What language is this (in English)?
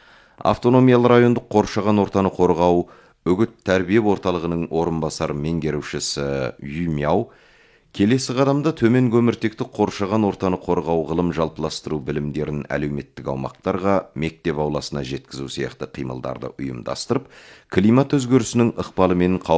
Kazakh